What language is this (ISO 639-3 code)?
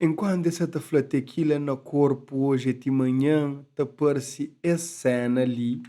kea